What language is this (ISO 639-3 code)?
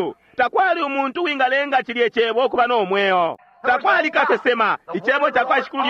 bem